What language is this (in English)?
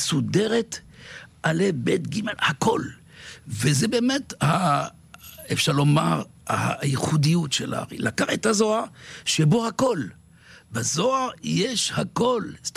Hebrew